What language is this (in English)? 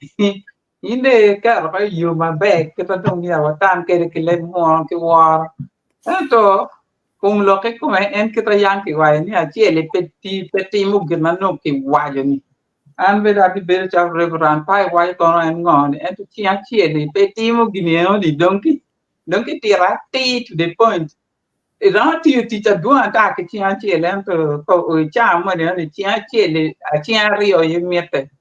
Acoli